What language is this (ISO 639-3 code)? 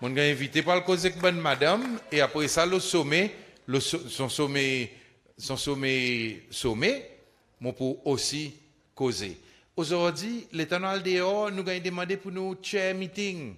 crs